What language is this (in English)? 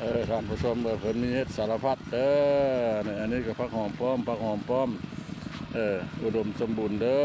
Lao